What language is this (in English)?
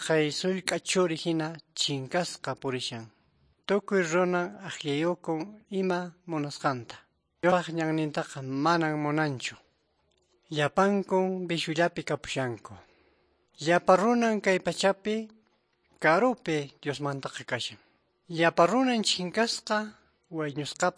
Quechua